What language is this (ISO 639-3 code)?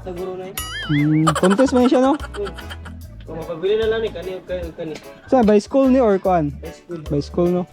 ceb